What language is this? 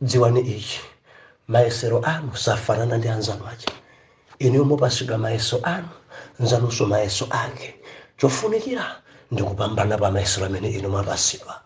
Nyanja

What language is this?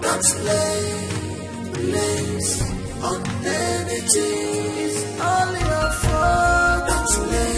Nigerian Pidgin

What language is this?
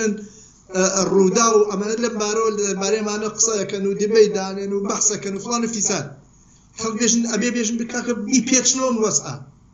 Central Kurdish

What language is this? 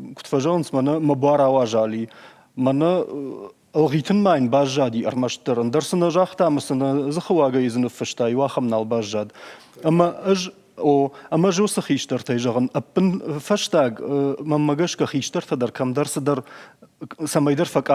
Ossetic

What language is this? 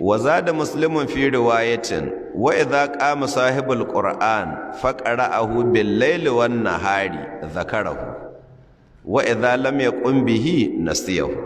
Hausa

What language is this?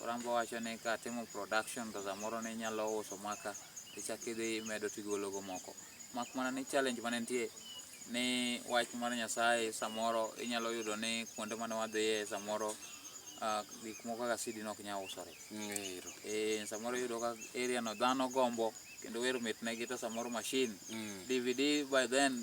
Luo (Kenya and Tanzania)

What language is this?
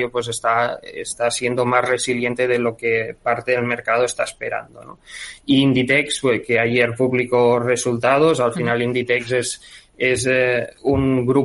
Spanish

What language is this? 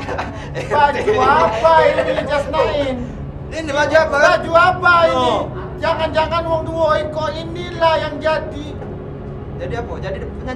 Musi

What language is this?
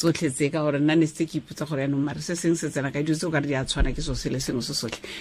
Tswana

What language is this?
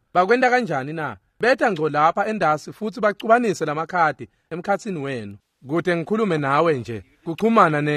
Swati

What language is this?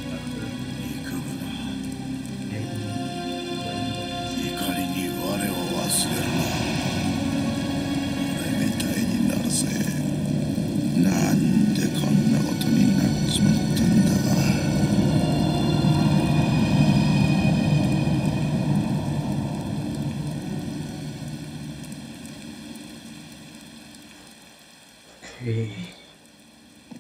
Japanese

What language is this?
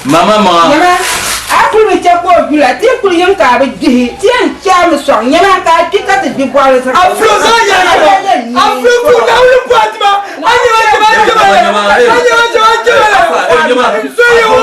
Dagbani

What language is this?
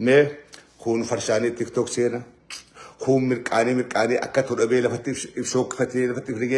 Oromo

